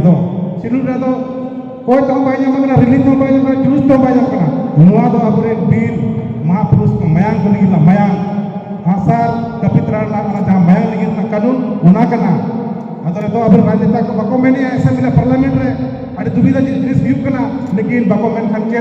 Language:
Santali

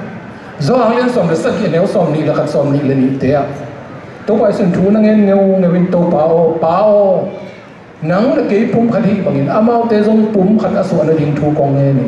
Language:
Tedim Chin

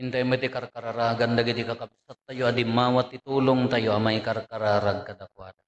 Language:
Iloko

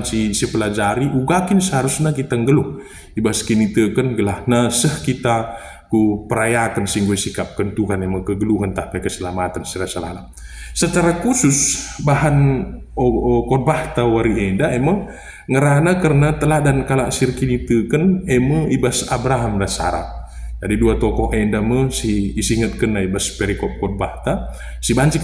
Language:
Batak Karo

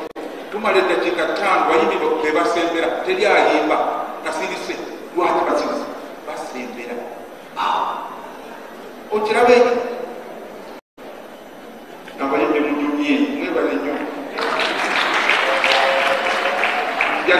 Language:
Ganda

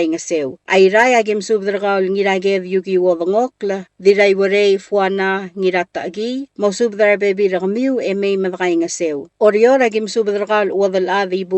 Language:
Palauan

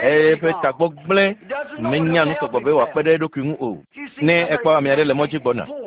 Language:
Ewe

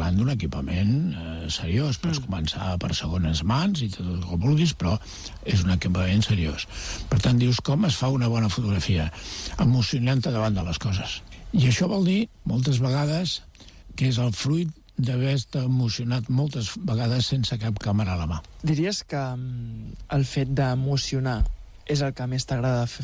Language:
Catalan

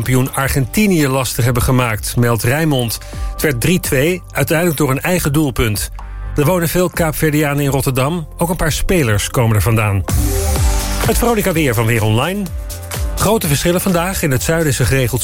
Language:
Dutch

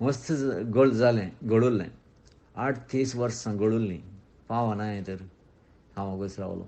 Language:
Konkani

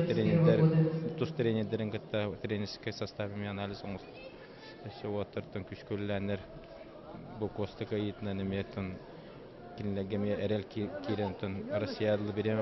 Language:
Yakut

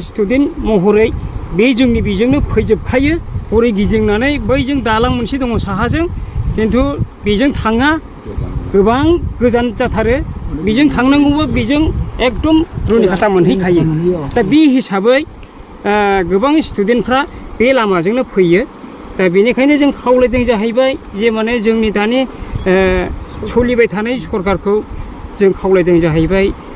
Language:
Bodo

